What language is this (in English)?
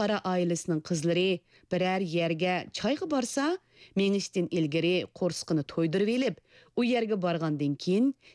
Uyghur